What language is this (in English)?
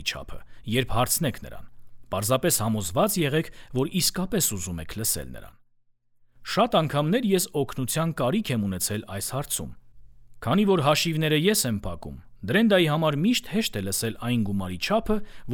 Armenian